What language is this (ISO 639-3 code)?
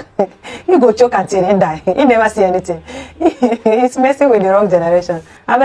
pcm